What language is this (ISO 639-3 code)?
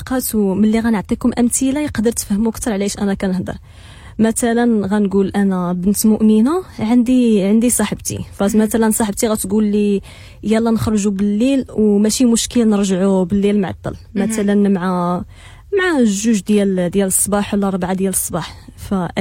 ary